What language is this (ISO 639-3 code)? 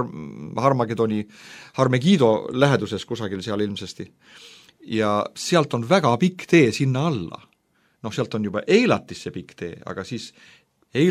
est